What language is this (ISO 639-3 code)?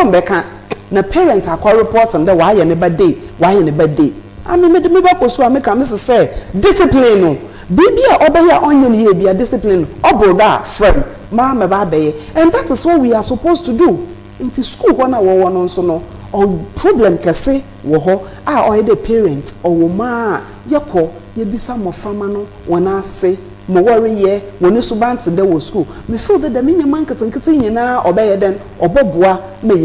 aka